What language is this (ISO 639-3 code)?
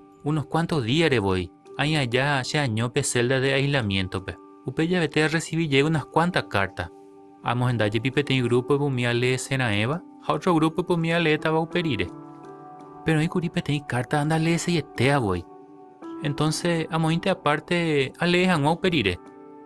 grn